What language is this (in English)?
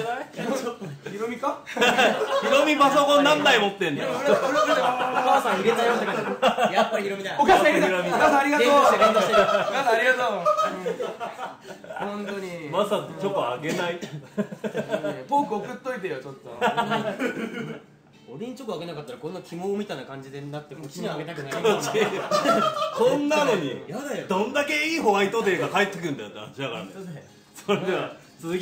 Japanese